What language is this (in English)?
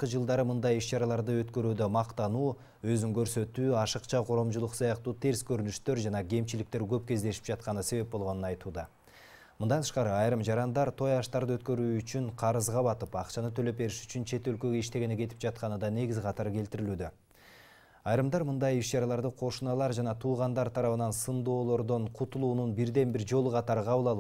Kyrgyz